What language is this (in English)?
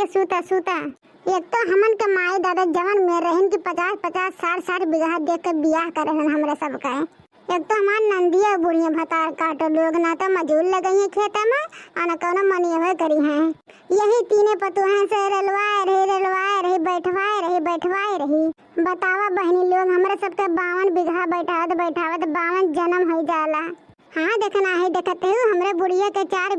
Awadhi